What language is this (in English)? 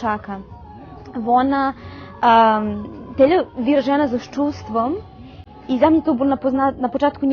Rusyn